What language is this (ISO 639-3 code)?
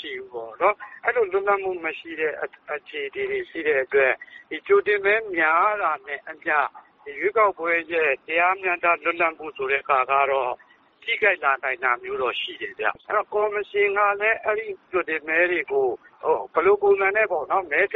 mya